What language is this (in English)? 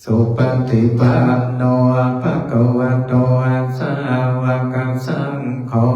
Pali